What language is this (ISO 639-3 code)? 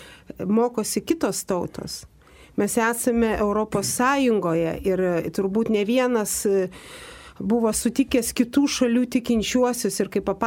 lit